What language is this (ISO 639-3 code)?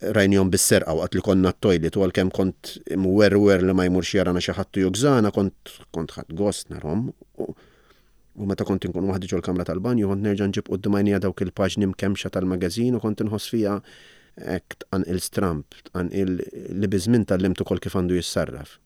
mlt